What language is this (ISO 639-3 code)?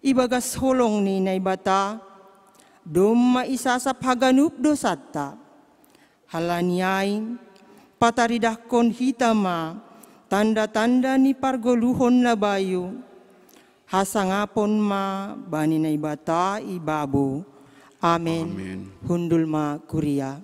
bts